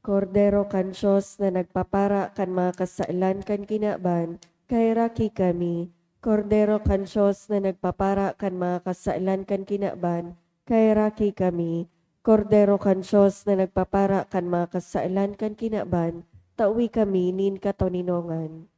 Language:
Bikol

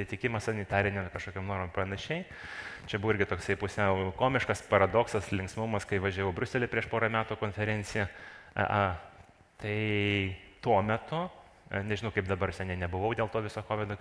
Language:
Lithuanian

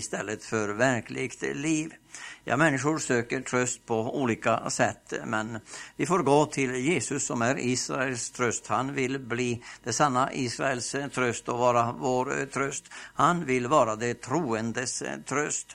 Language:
Swedish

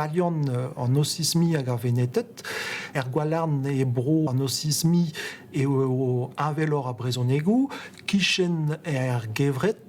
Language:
Breton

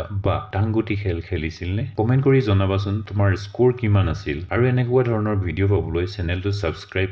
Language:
Assamese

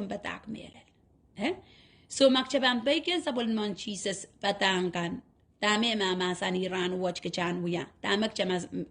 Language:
Pohnpeian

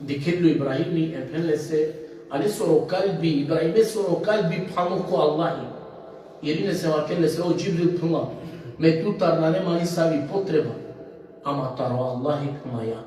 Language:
Balkan Romani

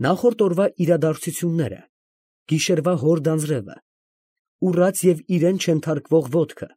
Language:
Armenian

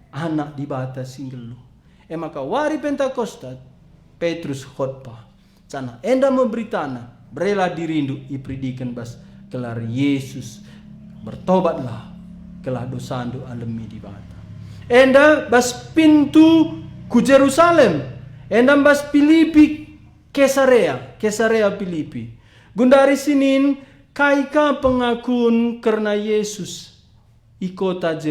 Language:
Batak Karo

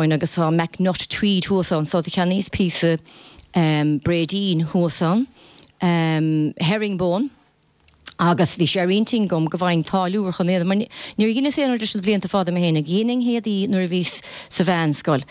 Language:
Irish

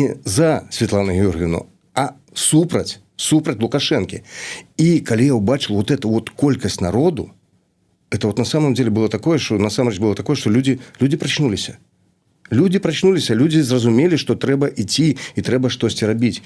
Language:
Belarusian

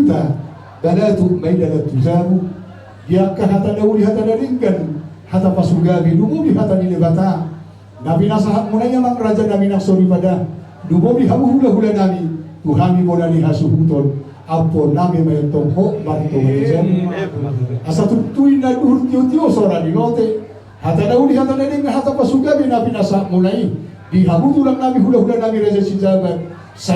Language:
Batak Toba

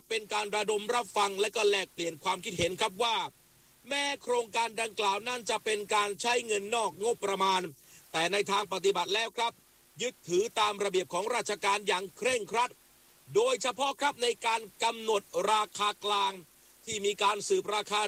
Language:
Thai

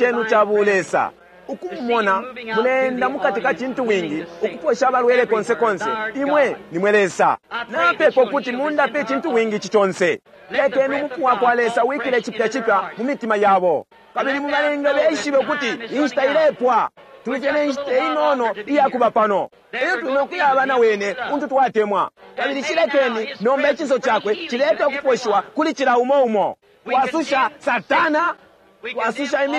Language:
Bemba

